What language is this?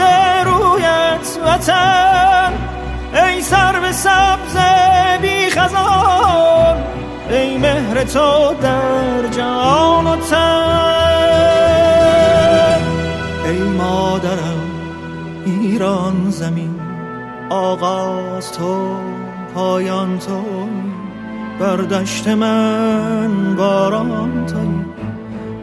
Persian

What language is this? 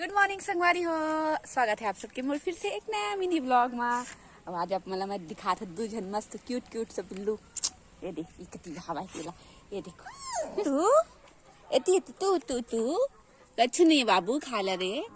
Chhattisgarhi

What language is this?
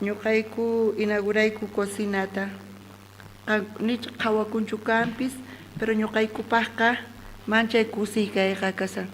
South Bolivian Quechua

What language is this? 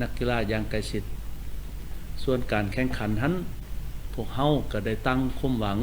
Lao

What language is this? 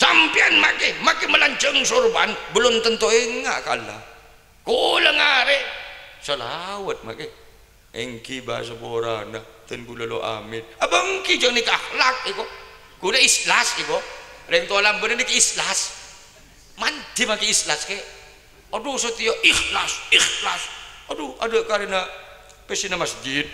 Madurese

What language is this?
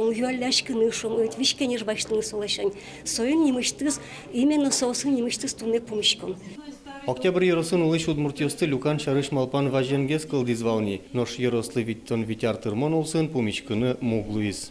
Udmurt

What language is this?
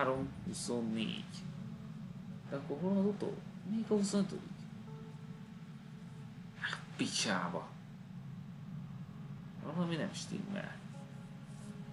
Hungarian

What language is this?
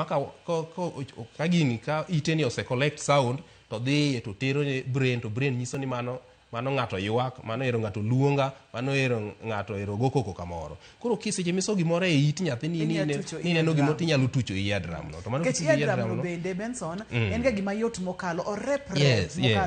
Luo (Kenya and Tanzania)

